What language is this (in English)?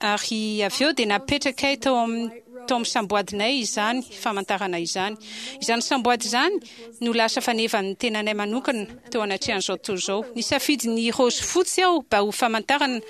Malagasy